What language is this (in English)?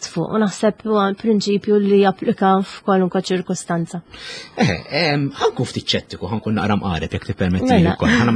Maltese